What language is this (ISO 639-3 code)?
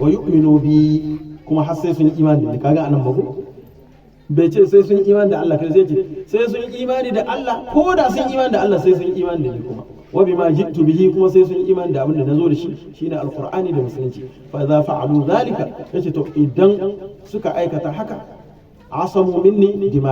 hau